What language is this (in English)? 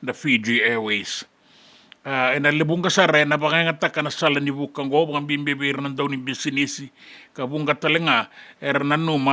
Fijian